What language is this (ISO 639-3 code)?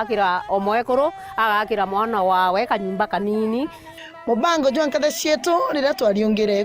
mer